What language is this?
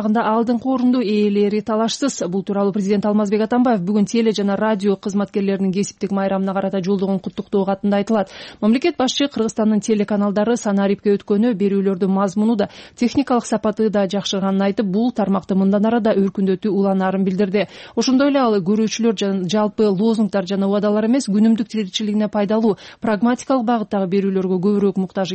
Kyrgyz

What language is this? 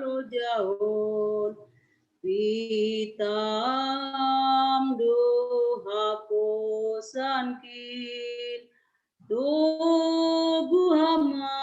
Batak Simalungun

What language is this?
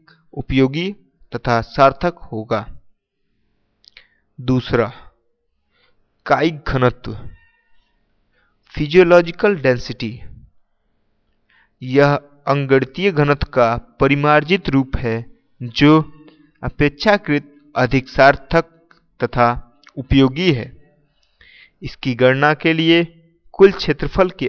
Hindi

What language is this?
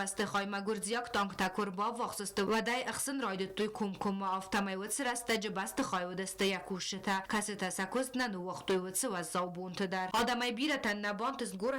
Ossetic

